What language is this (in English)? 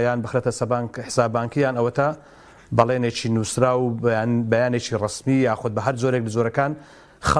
Central Kurdish